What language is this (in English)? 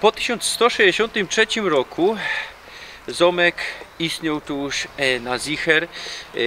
Silesian